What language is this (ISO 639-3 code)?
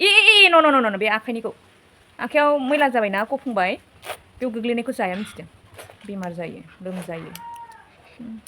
brx